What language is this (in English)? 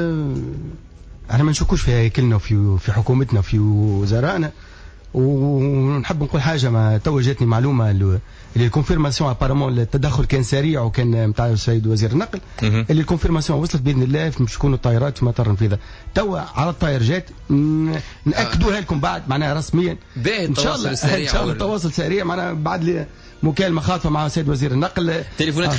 Tunisian Arabic